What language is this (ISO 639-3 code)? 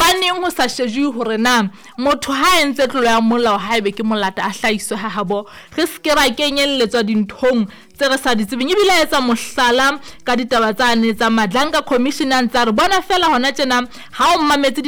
sot